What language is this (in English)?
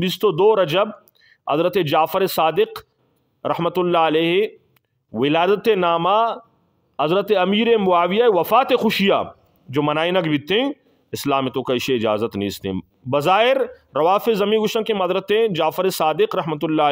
Eastern Balochi